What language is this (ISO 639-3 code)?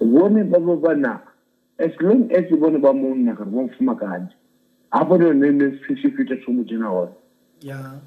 ven